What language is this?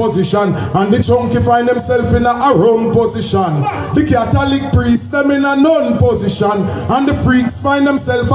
Jamaican Creole English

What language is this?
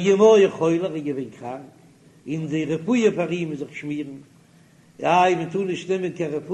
Yiddish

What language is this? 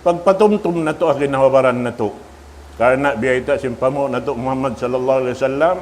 Tausug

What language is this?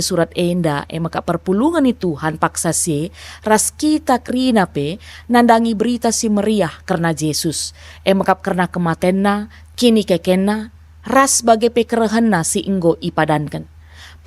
Batak Karo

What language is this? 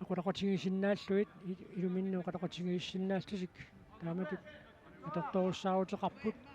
Kalaallisut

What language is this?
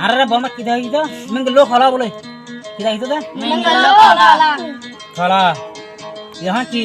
Rohingya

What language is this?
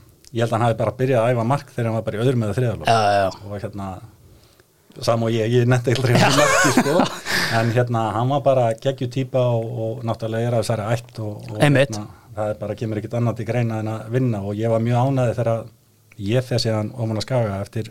Icelandic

